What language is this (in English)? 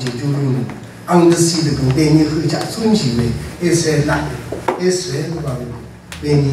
Rawang